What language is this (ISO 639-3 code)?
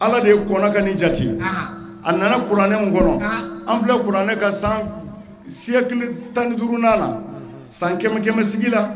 bam